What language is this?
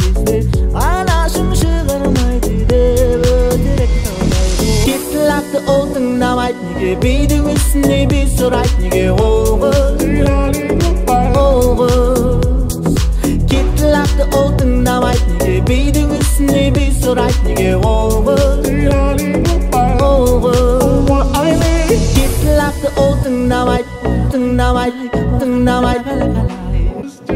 Kazakh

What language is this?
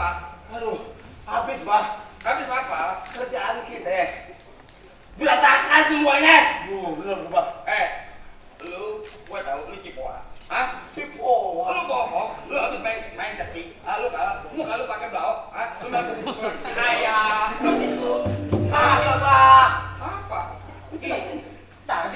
Betawi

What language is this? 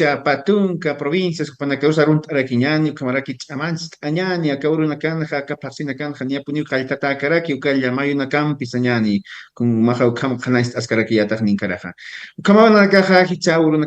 Aymara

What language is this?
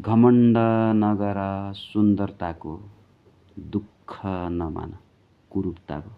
Nepali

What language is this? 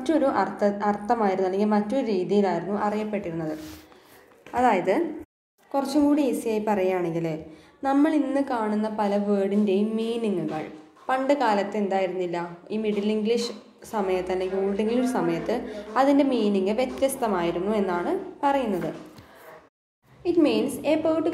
Malayalam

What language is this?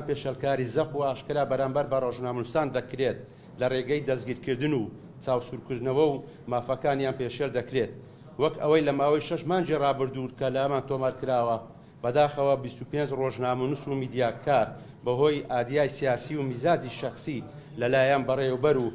Central Kurdish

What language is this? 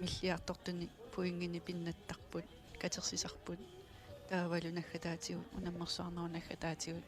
Kalaallisut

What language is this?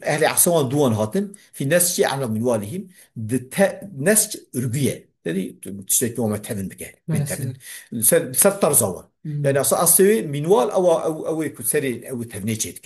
Kurdish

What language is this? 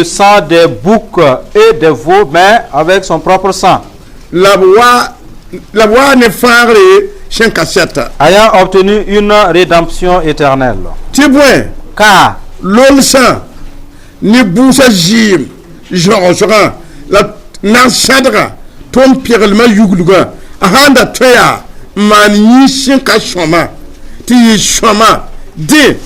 Mossi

